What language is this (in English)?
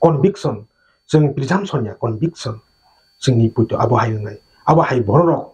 Kok Borok